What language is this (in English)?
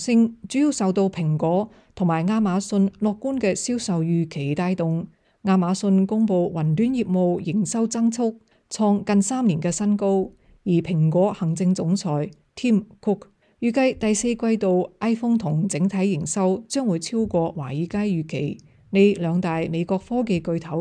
Cantonese